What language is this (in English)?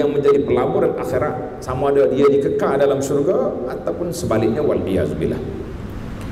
Malay